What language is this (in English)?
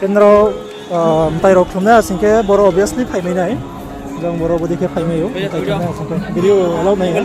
Riang (India)